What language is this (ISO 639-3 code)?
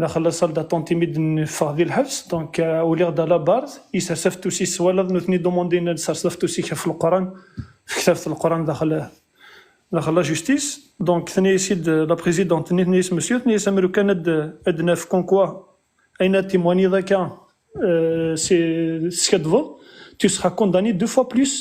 kab